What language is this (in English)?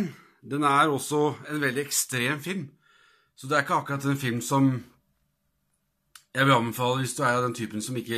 Norwegian